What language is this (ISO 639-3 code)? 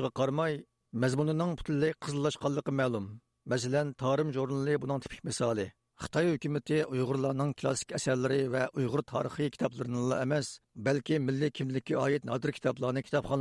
uig